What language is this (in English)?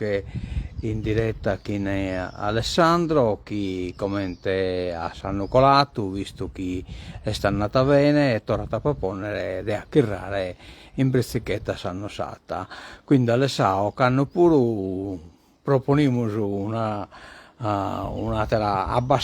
Sardinian